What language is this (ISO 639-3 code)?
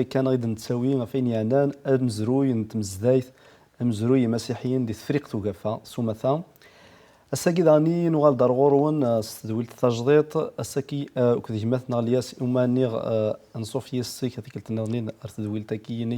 kab